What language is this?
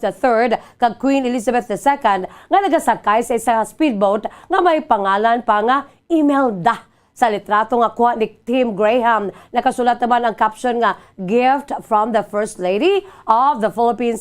Hiligaynon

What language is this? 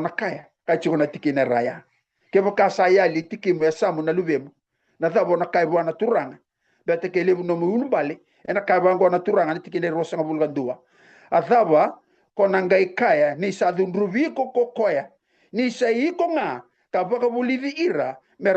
Fijian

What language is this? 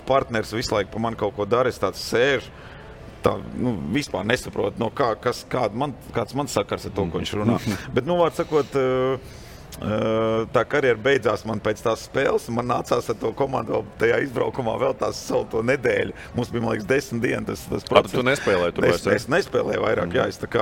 Latvian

